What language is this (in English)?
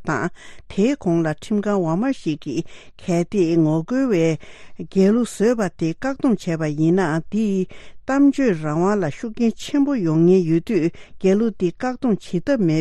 Tibetan